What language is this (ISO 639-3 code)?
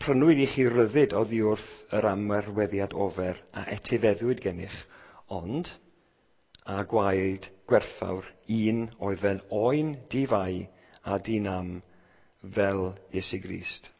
cym